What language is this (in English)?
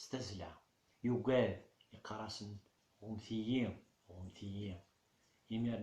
Kabyle